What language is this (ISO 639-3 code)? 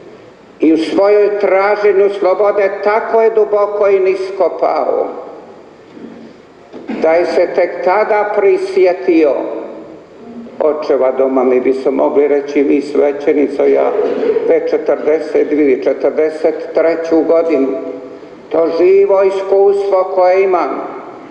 hrv